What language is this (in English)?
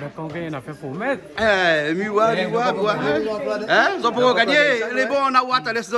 Réunion Creole French